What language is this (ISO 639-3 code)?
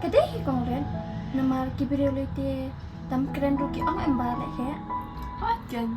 kha